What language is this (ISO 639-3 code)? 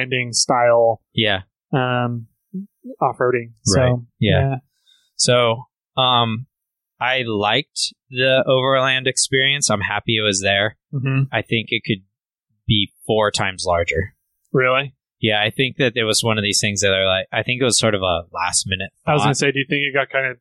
eng